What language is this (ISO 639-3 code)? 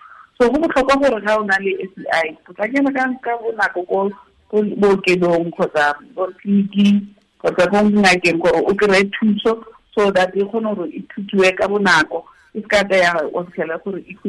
tsn